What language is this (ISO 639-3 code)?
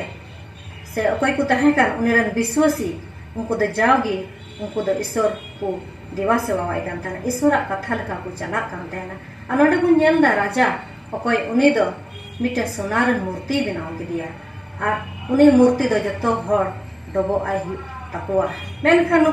sat